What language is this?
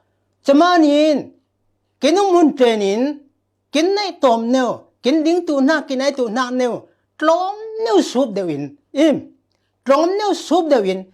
Falam Chin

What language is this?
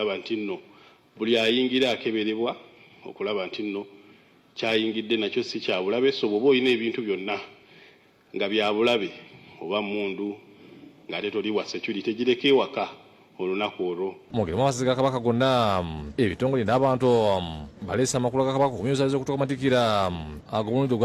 Ganda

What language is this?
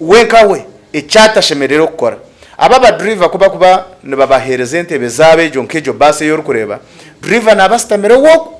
Nyankole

